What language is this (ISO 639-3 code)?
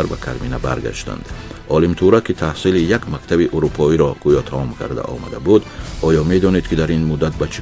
tgk